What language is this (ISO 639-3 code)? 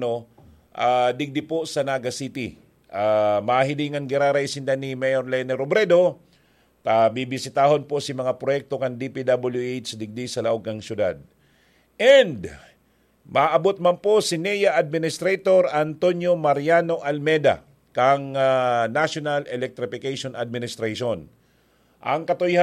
bik